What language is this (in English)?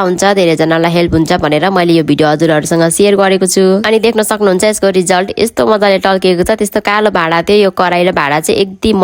Nepali